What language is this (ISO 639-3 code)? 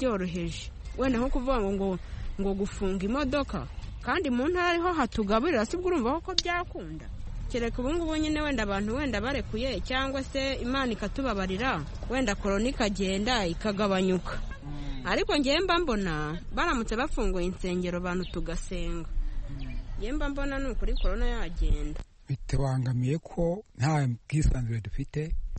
kin